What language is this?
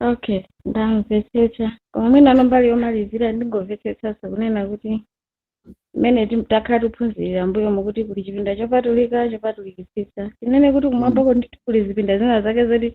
Nyanja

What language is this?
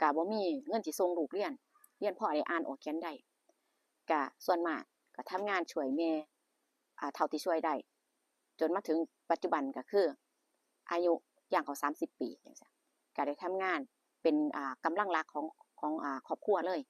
Northeastern Thai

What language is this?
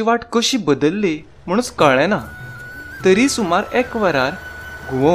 Konkani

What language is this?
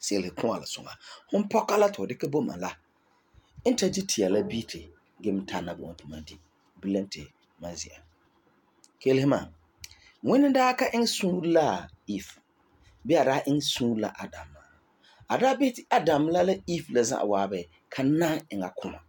Frafra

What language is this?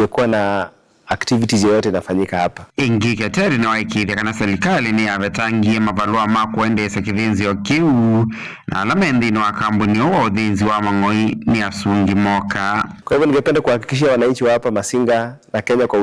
Kamba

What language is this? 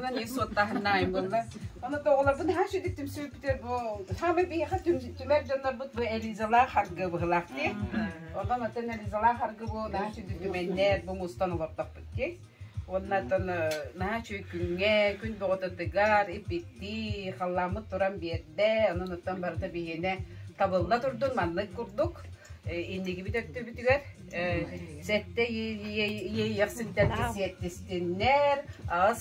Yakut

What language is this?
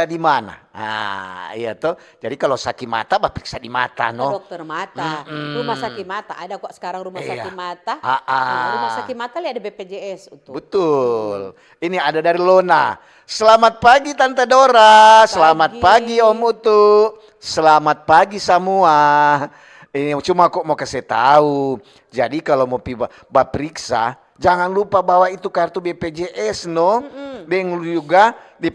Manado Malay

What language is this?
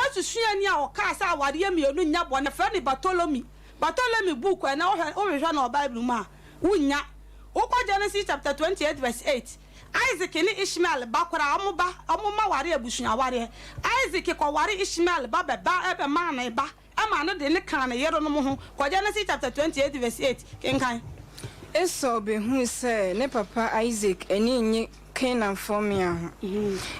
Akan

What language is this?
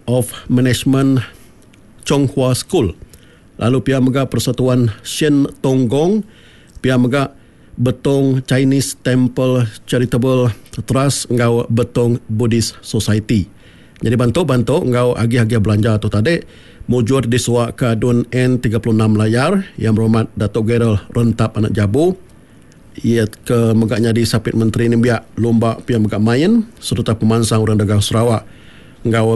Iban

